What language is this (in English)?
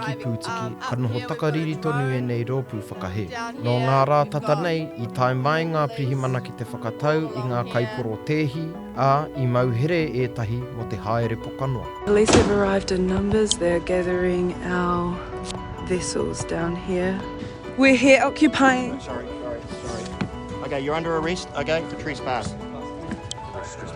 Māori